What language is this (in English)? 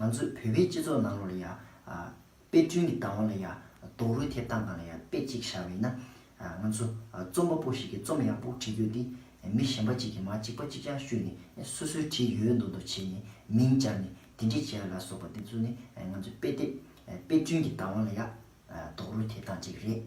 Tibetan